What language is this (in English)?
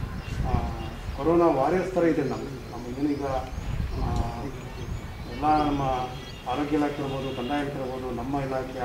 Kannada